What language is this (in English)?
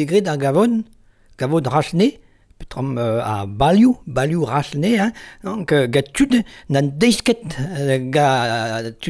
Breton